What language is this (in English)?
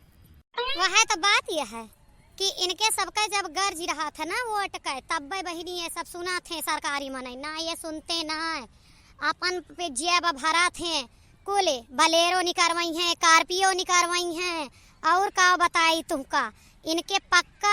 Awadhi